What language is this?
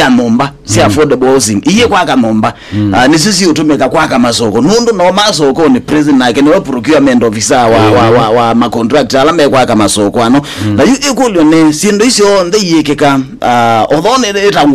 Kamba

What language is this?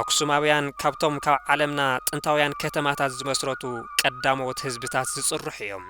Tigrinya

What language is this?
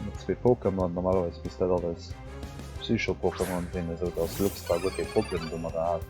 Luxembourgish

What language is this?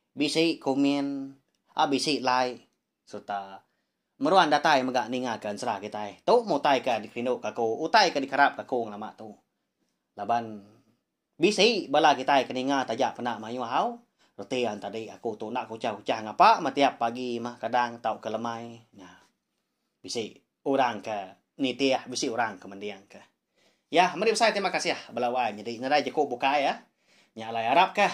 Iban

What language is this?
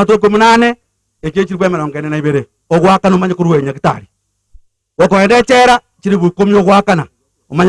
Gusii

